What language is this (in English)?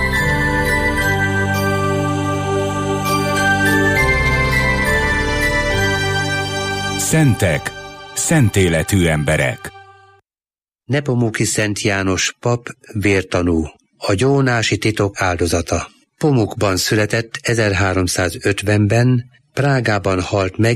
Hungarian